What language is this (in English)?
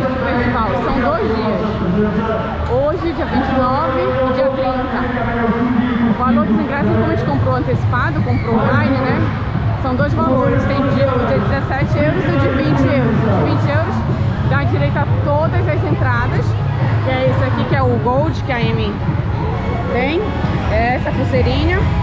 Portuguese